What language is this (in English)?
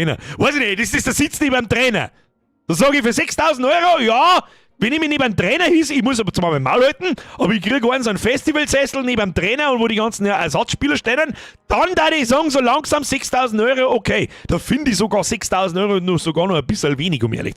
Bavarian